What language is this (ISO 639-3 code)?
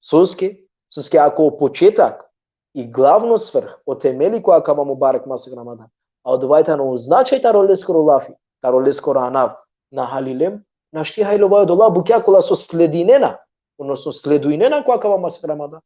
rmn